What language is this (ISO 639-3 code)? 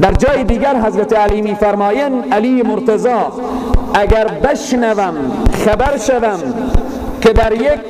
fas